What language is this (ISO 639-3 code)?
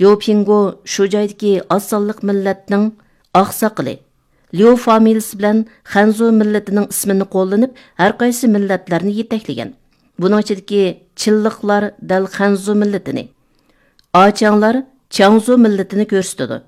uig